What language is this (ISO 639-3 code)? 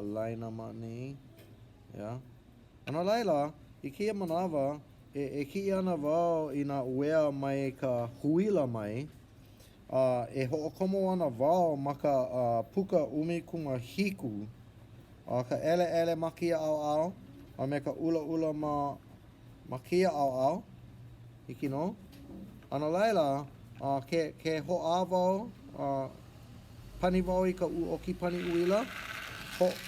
haw